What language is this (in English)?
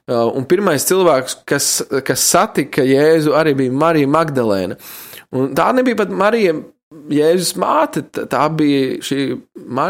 Latvian